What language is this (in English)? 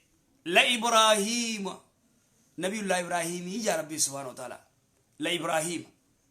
Oromo